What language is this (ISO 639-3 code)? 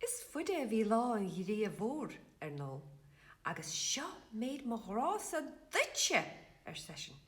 gle